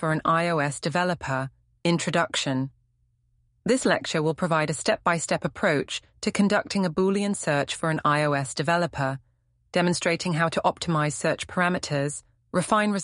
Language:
English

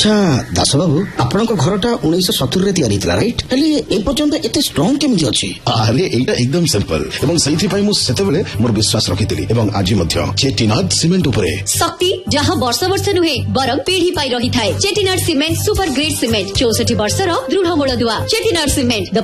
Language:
Odia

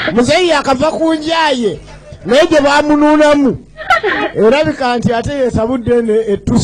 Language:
Ganda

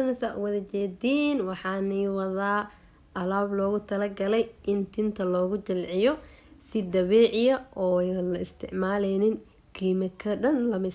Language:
Somali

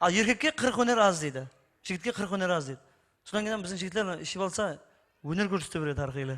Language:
Kara-Kalpak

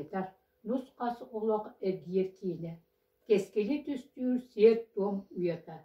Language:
Yakut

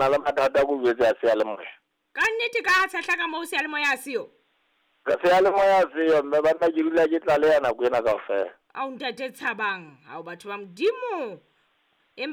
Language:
Southern Sotho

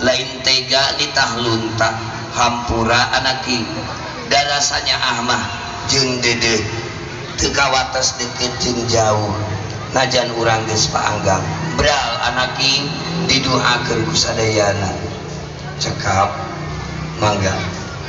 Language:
Sundanese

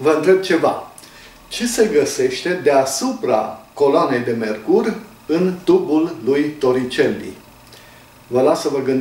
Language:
Romanian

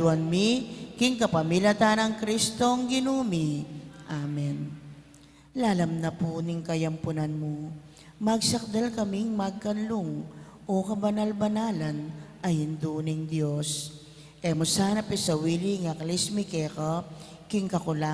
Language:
Pampanga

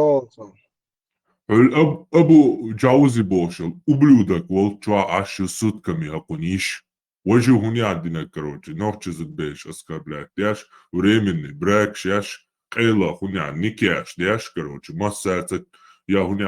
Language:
Chechen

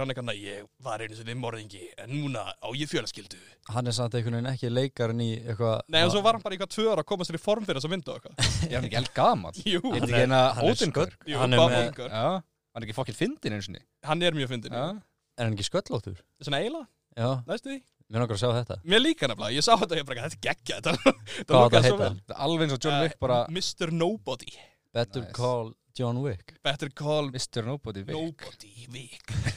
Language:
Icelandic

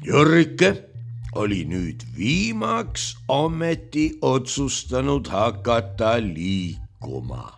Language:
Estonian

